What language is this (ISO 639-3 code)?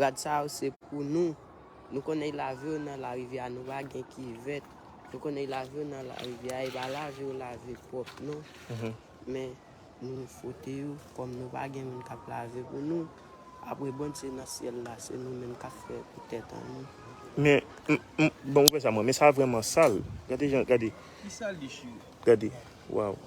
hat